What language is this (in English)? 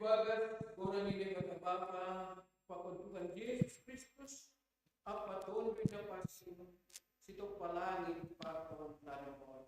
Batak Simalungun